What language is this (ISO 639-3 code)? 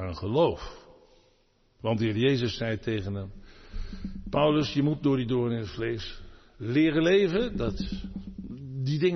nld